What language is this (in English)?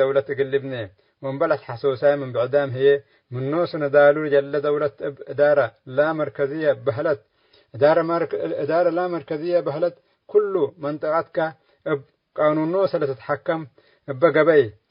Tigre